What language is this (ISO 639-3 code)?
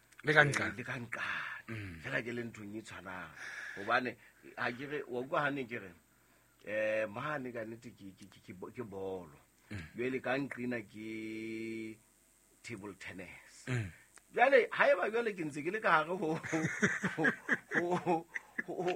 sot